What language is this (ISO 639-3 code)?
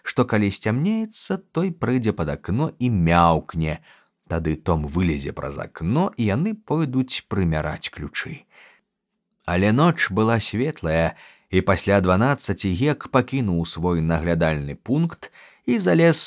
bel